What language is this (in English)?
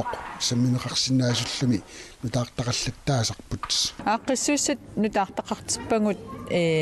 Kalaallisut